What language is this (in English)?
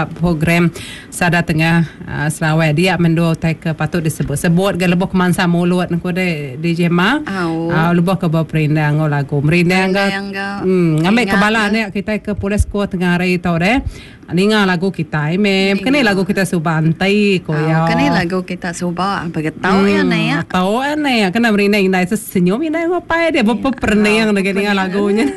Iban